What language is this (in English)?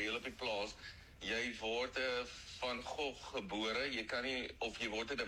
Afrikaans